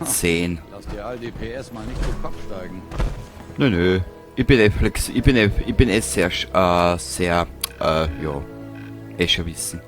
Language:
Bavarian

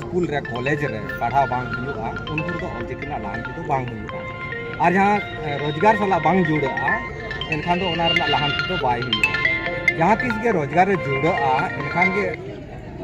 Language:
Santali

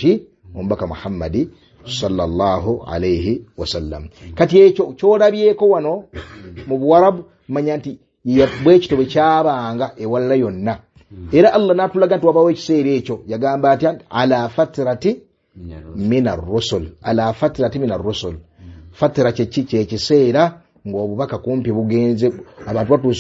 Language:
Ganda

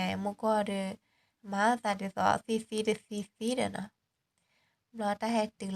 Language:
S'gaw Karen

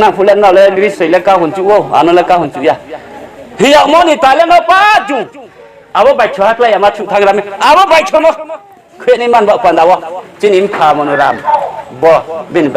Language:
Riang (India)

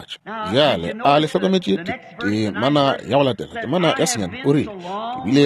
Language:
Northern Sotho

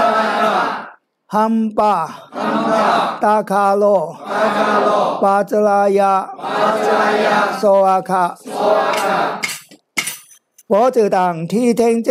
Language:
Chinese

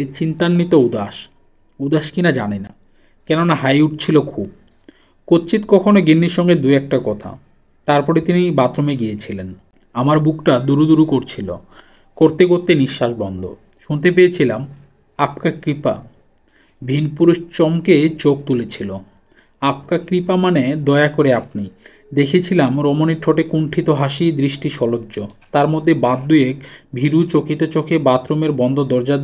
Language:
Bangla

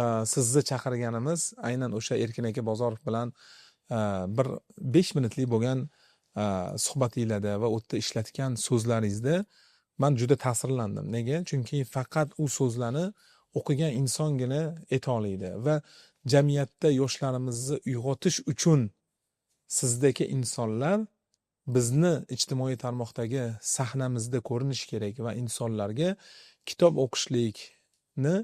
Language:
Uzbek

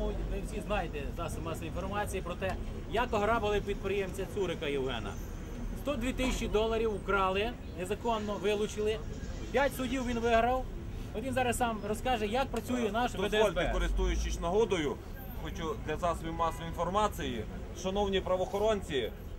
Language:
Ukrainian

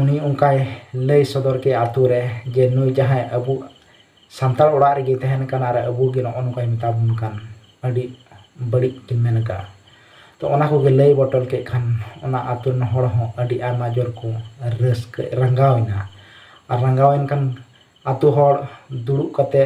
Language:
Santali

